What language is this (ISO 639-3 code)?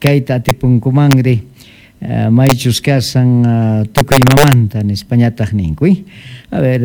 quh